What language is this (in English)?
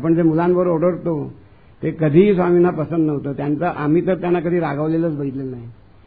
Marathi